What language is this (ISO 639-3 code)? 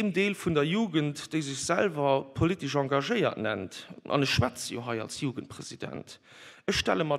ltz